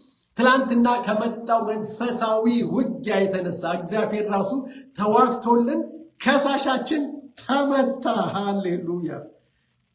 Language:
Amharic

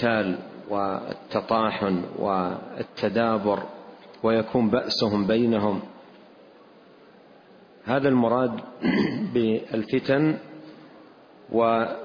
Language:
Arabic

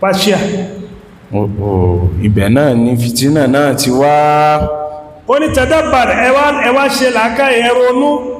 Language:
Yoruba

